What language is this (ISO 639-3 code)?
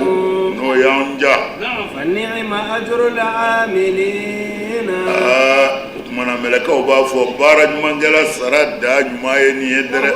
bam